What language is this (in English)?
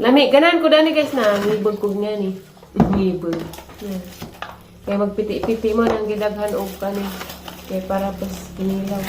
Cebuano